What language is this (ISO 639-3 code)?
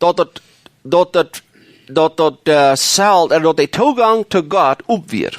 pdt